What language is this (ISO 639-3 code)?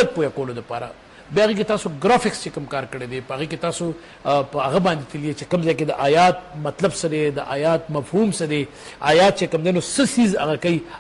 pus